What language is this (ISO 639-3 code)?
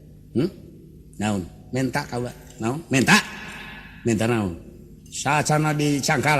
sun